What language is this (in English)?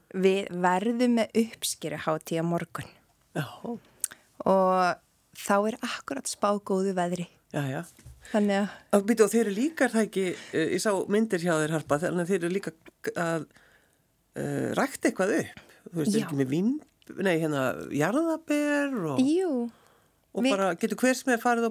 Icelandic